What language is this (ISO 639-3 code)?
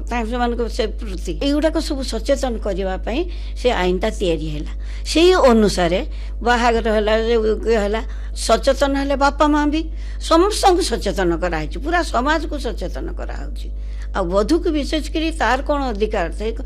ori